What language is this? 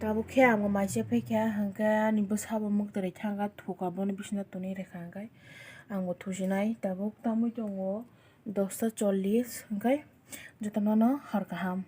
Kok Borok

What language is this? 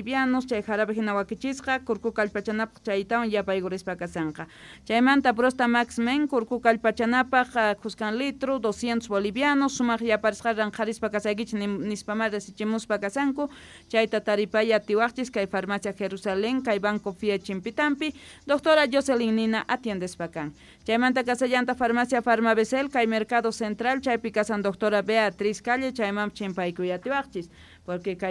South Bolivian Quechua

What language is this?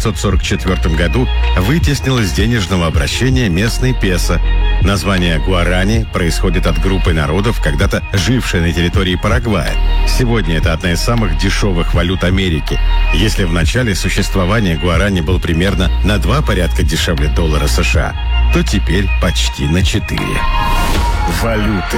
Russian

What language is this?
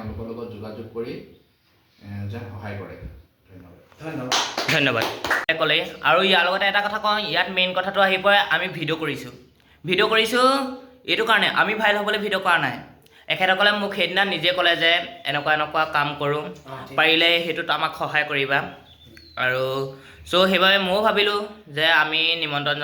Assamese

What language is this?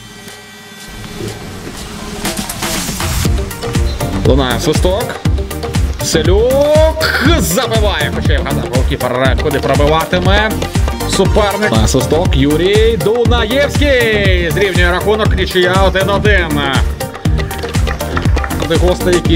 Ukrainian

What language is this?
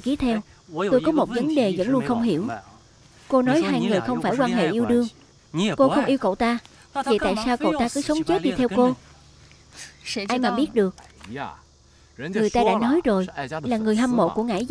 Vietnamese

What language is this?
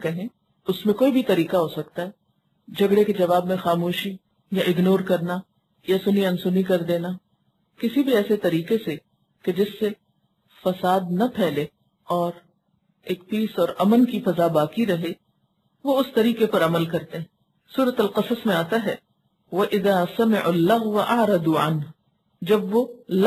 Urdu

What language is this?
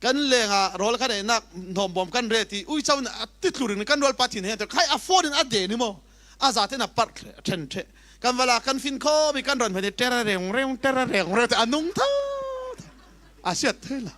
Falam Chin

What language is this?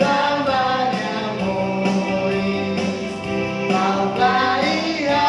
Tetum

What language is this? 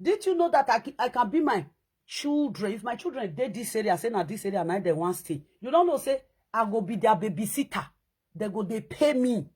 Nigerian Pidgin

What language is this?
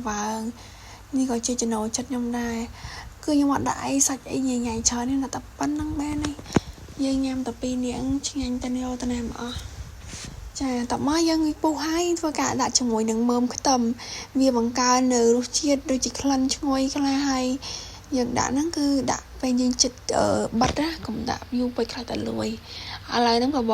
Khmer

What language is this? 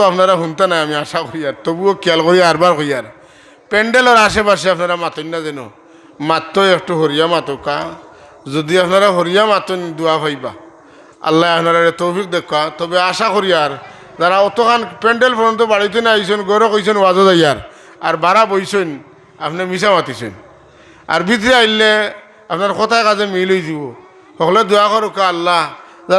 Sylheti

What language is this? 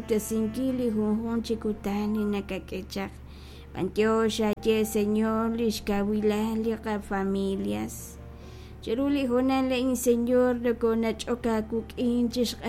Kekchí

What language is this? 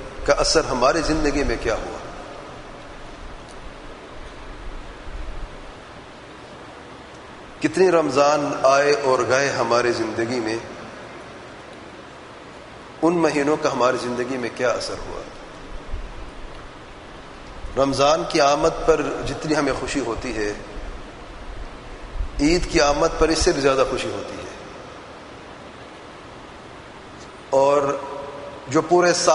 Urdu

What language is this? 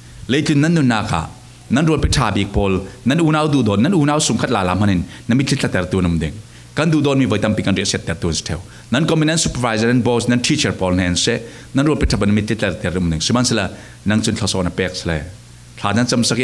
Falam Chin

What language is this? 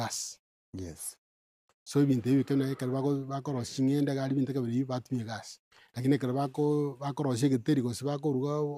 Gusii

